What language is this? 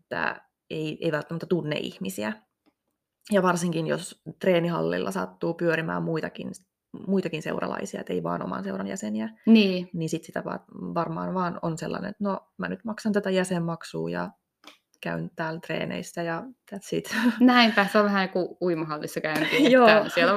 Finnish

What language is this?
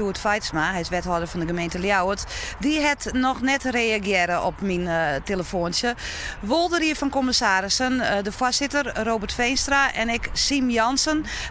Western Frisian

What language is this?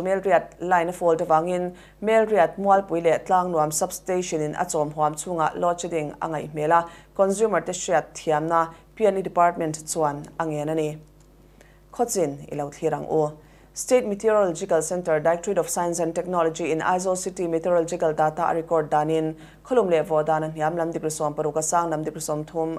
Mizo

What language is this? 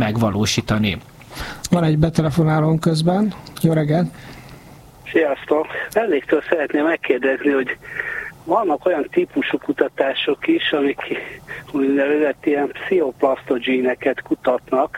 Hungarian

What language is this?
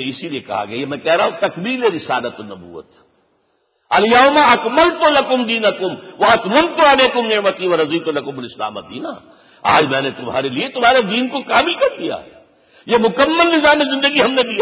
Urdu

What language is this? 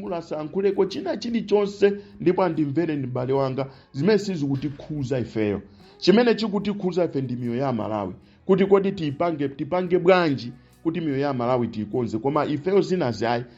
Nyanja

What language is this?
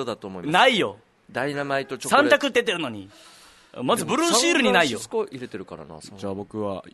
Japanese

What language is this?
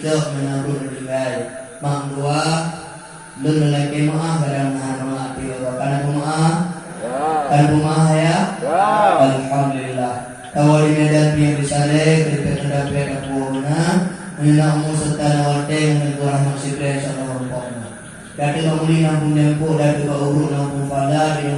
Achinese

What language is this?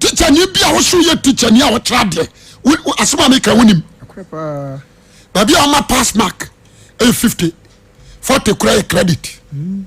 Akan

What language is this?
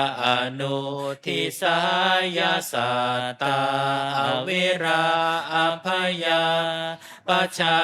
Pali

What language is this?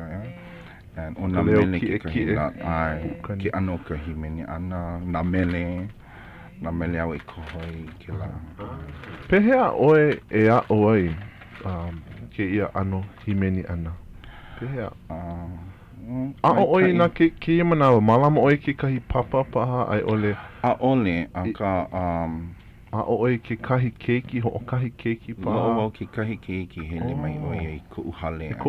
Hawaiian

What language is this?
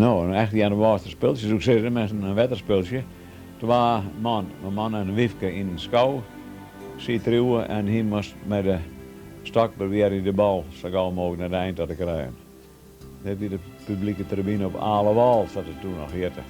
Western Frisian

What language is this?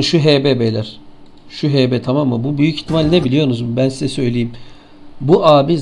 Turkish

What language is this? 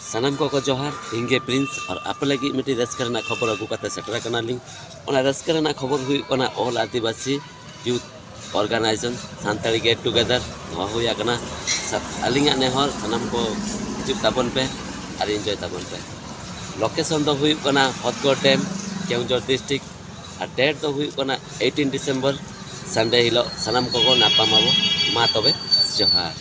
Santali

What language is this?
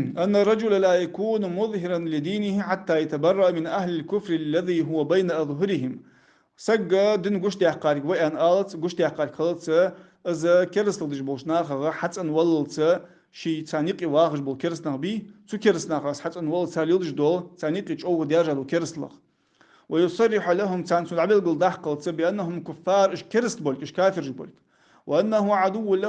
Ingush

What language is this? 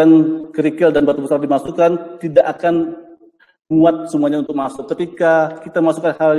Indonesian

